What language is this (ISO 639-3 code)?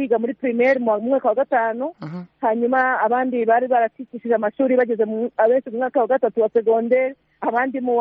kin